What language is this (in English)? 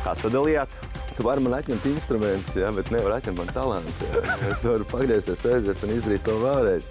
Latvian